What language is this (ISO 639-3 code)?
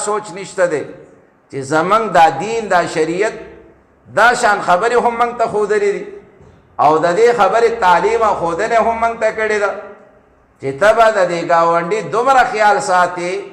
pus